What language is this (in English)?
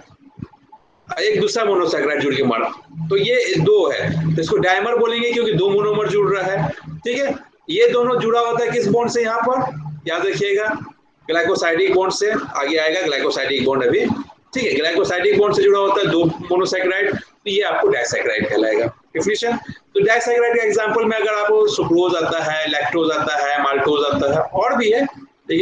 Hindi